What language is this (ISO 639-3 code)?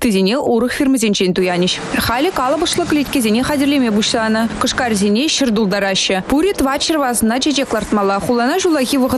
chv